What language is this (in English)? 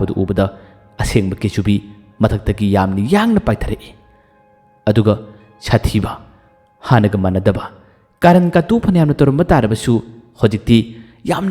Manipuri